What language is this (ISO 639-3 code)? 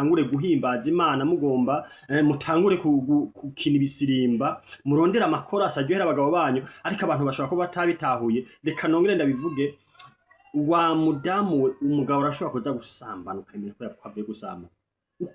run